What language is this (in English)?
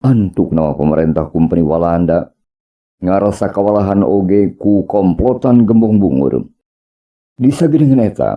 Sundanese